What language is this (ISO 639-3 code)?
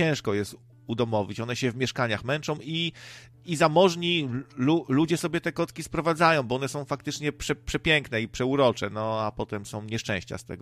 pol